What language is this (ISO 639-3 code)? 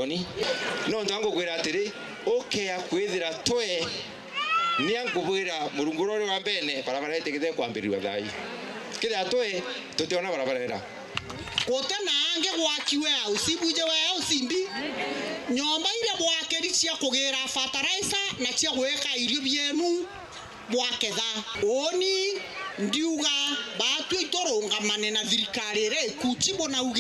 mer